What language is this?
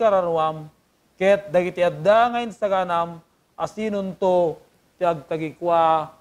Iloko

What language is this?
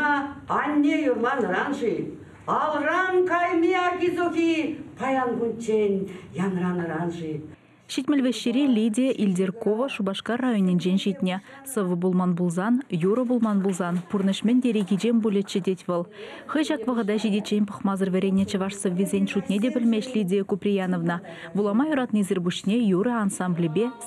Chuvash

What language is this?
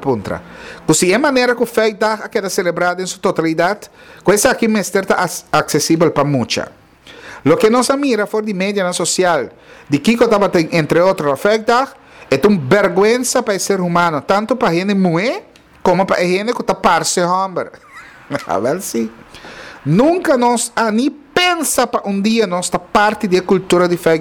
Papiamento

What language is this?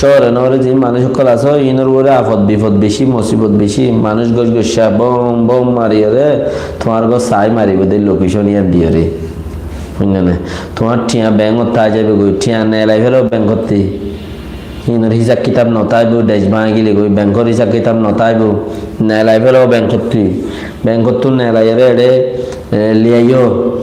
Rohingya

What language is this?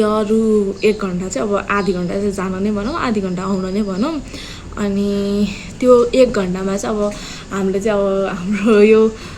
Nepali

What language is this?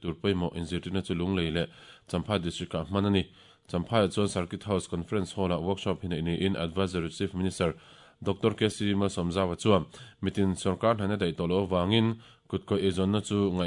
Mizo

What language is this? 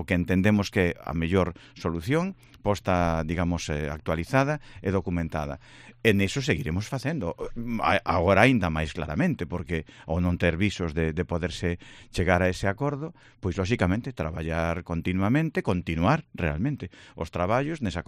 Galician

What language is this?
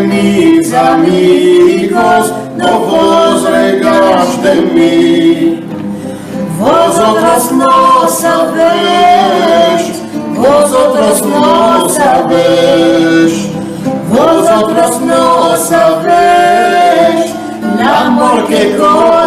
Ladino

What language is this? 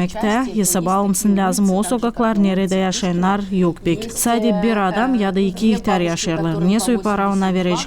Gagauz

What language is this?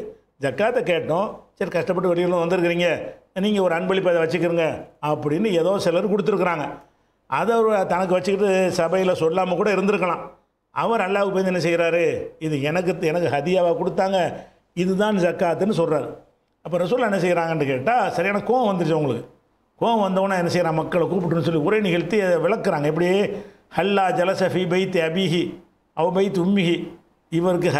Tamil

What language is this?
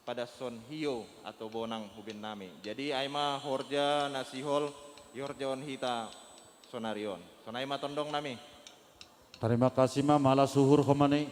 Batak Simalungun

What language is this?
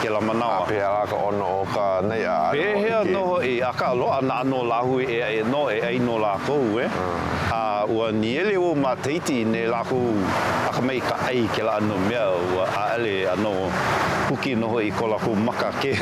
Hawaiian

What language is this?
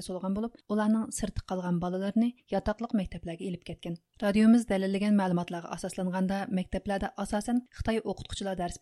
Uyghur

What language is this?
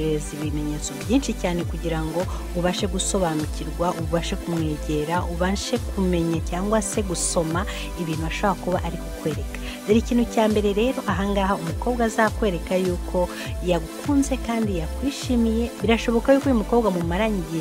Kinyarwanda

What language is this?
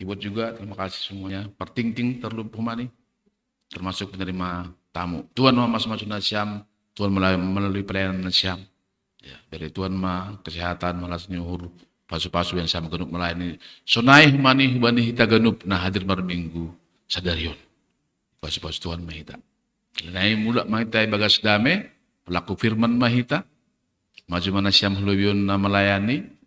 Batak Simalungun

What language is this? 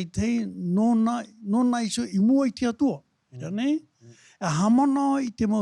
Tahitian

